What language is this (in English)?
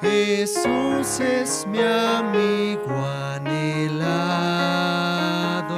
Aymara